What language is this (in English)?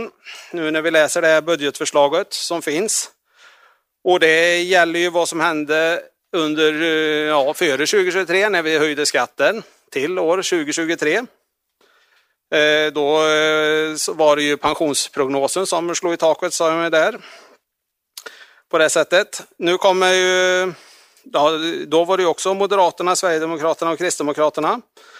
Swedish